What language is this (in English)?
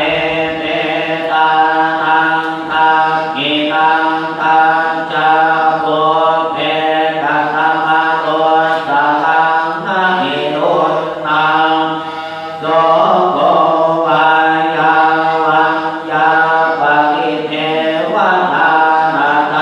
Pali